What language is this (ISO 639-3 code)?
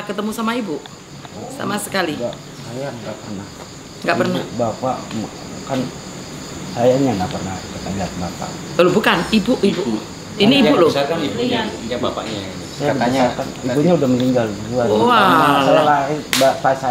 ind